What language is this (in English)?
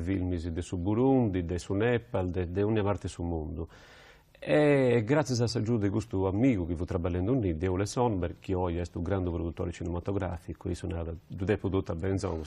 Sardinian